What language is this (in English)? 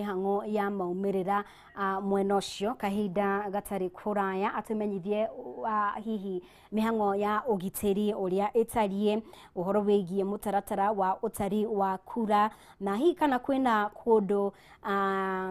Kikuyu